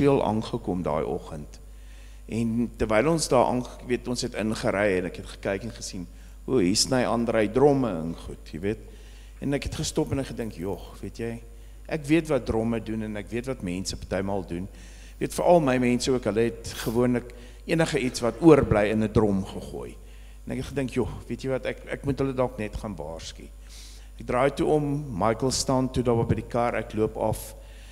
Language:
Afrikaans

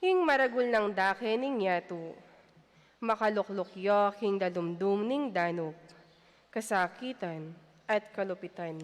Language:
Pampanga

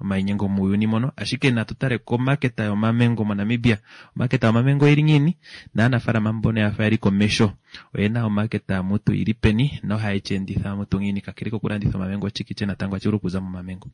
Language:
Kuanyama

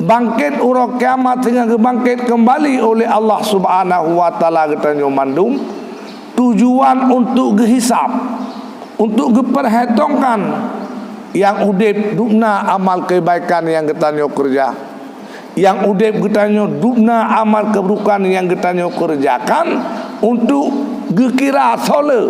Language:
Achinese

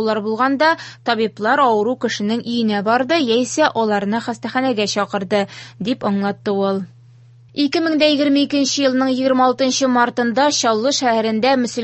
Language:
Tatar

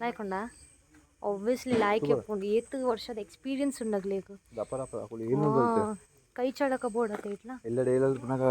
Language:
Tulu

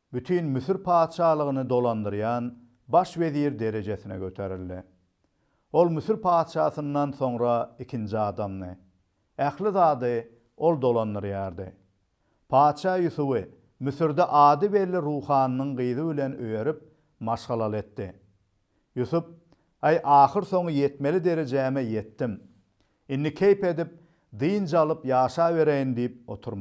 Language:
Turkmen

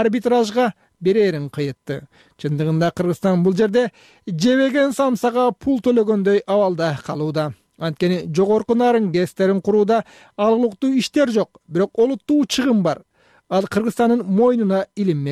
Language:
Kyrgyz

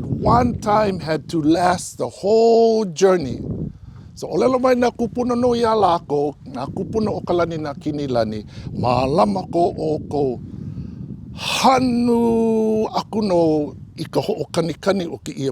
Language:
Hawaiian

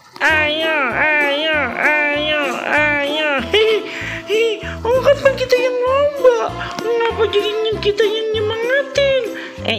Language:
Betawi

